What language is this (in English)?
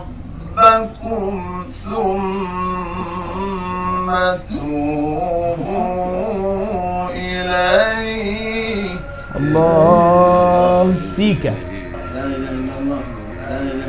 Arabic